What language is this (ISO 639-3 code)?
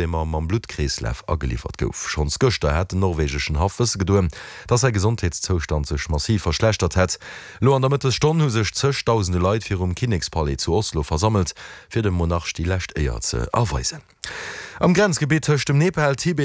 ltz